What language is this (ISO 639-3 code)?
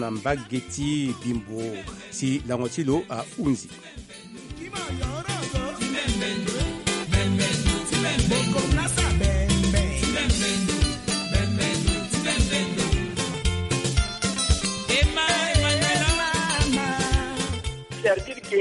swa